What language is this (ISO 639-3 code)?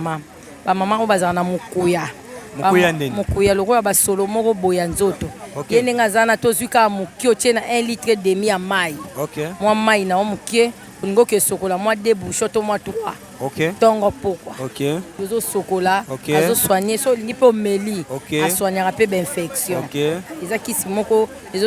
lin